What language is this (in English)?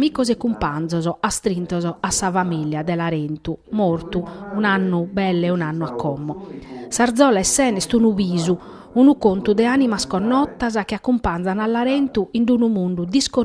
Sardinian